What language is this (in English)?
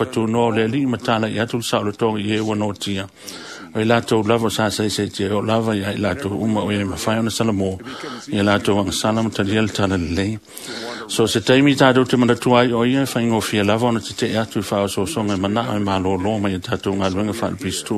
Samoan